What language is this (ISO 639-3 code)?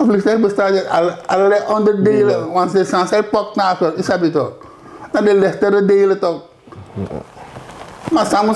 srn